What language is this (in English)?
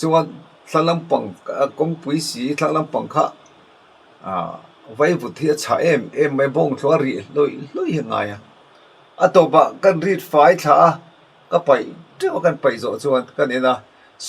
Mizo